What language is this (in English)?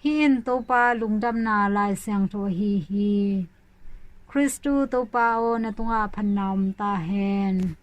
Tedim Chin